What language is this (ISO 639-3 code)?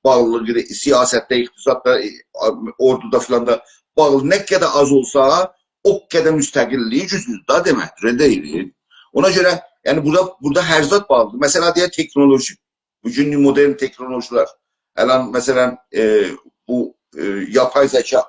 azb